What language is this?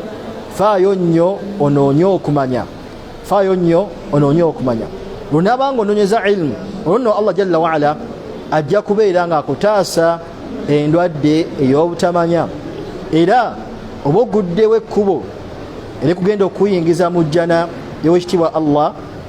Ganda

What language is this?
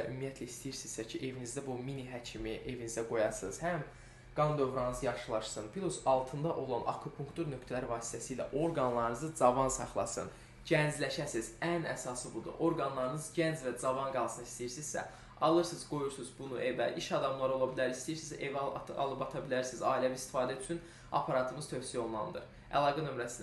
Azerbaijani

